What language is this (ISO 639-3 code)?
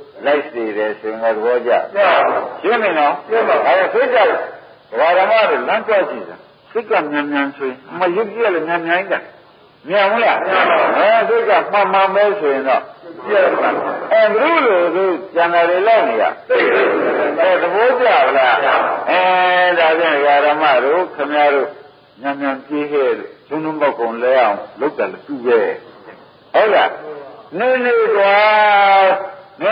mya